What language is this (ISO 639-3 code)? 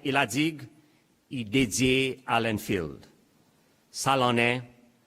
crs